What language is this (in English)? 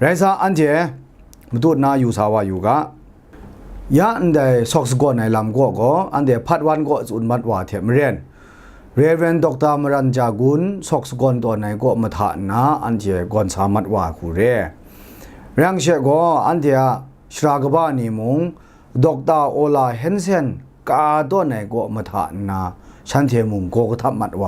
Kachin